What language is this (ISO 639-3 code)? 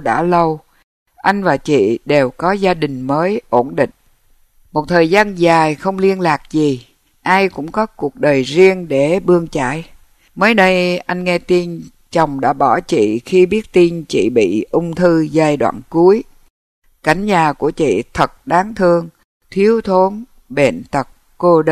vie